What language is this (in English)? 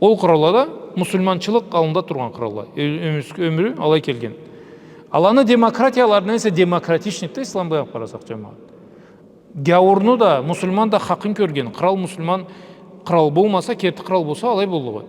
Karachay-Balkar